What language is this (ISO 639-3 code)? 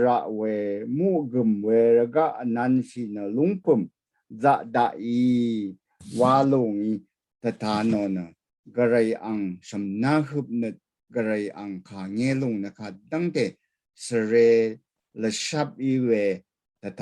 raw